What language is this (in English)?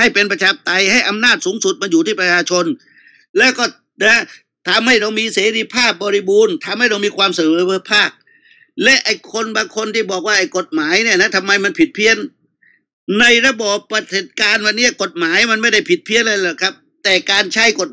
Thai